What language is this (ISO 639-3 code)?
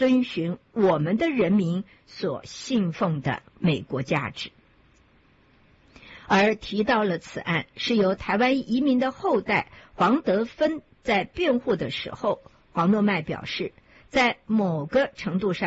zho